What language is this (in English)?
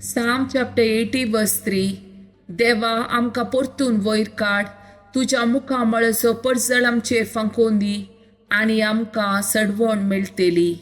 Konkani